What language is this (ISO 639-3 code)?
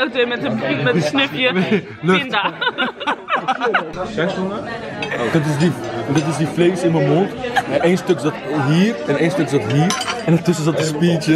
nld